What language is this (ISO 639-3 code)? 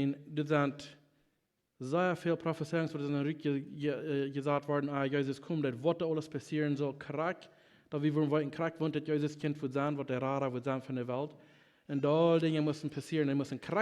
pdt